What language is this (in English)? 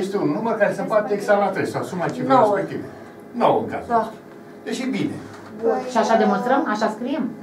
Romanian